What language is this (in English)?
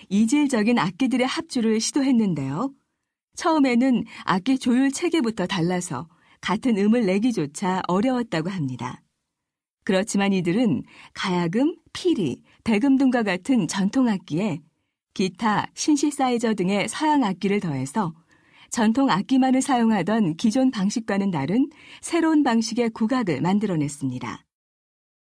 Korean